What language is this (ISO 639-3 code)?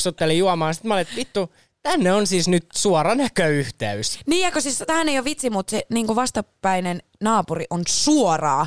fin